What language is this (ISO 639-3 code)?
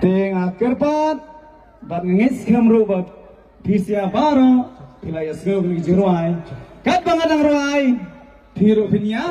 kha